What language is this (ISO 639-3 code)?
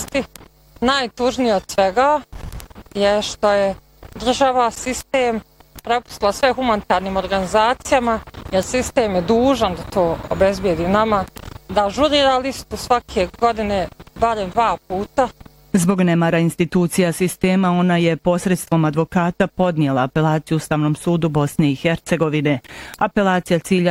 bos